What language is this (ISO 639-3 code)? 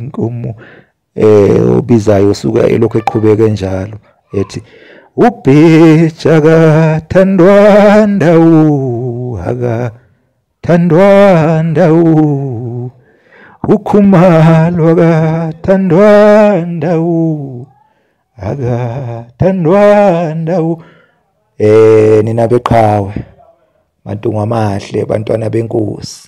zul